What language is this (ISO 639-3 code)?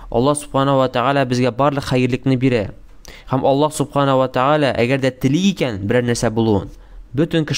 tat